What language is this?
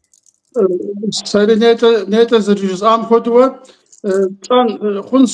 Kabardian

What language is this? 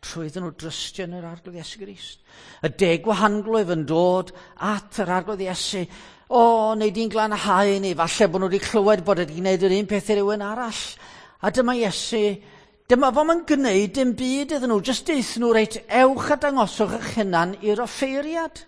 Welsh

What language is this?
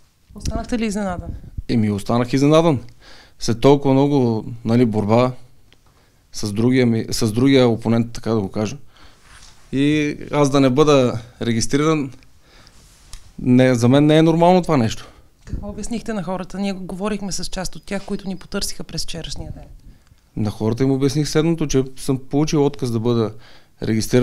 Bulgarian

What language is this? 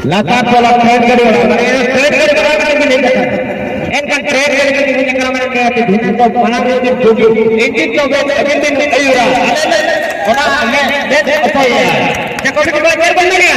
Santali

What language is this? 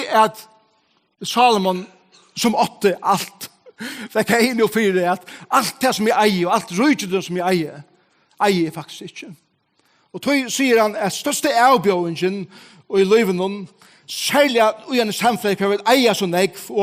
Faroese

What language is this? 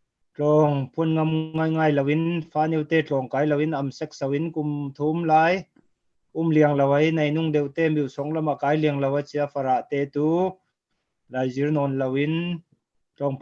Falam Chin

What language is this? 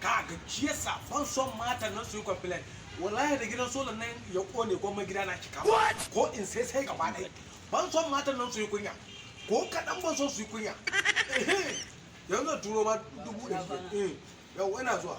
Hausa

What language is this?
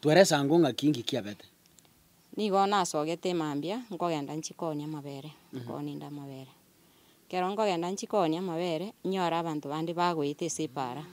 Gusii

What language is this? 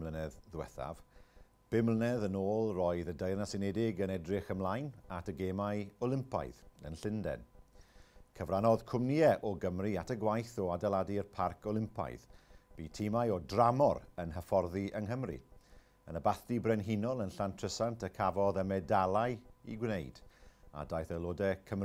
Welsh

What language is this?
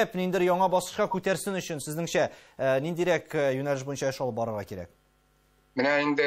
Tatar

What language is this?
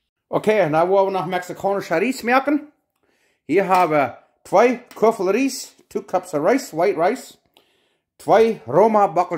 Plautdietsch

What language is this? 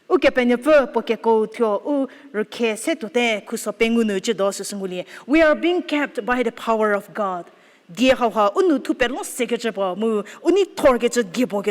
Angami Naga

